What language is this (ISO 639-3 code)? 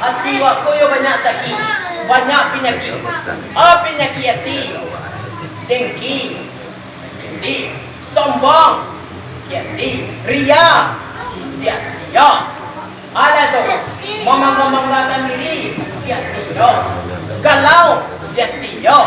min